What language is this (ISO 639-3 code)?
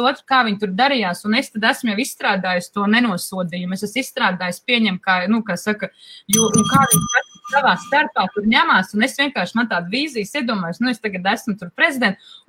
lav